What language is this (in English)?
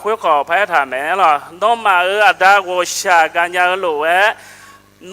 Akha